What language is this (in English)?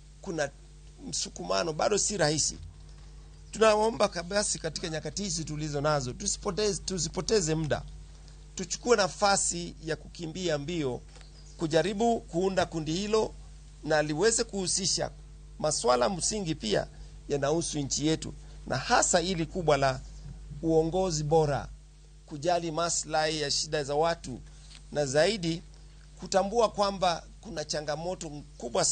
Luo (Kenya and Tanzania)